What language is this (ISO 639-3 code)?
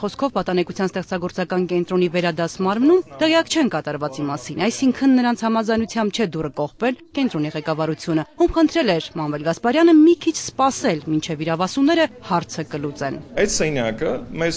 hye